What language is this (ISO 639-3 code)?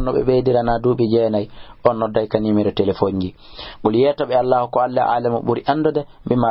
ful